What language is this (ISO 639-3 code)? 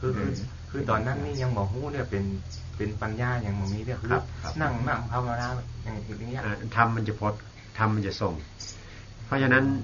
tha